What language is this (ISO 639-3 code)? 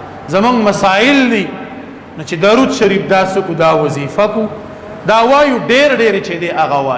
pus